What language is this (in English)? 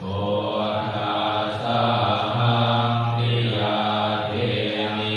Pali